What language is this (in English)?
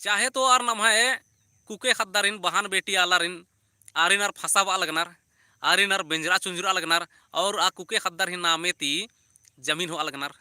Kurukh